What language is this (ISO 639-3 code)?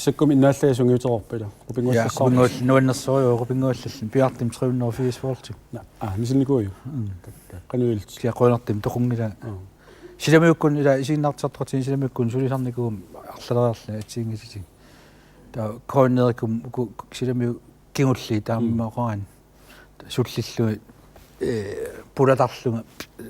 kal